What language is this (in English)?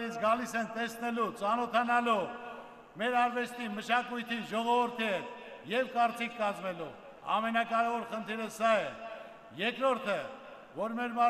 Armenian